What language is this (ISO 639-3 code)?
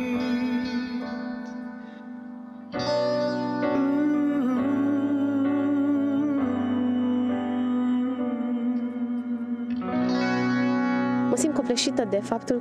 ron